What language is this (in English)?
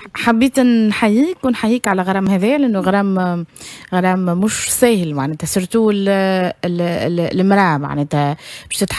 Tunisian Arabic